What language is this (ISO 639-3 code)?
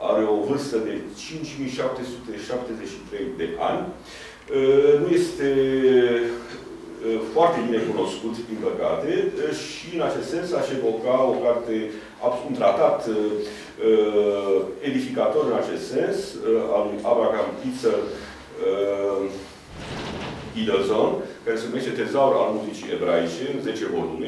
ron